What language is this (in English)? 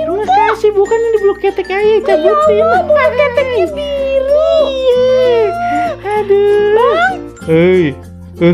Betawi